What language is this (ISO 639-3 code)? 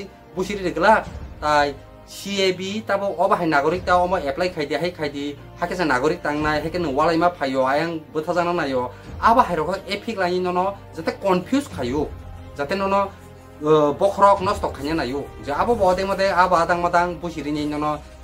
trp